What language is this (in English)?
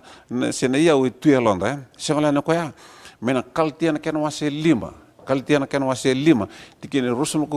Fijian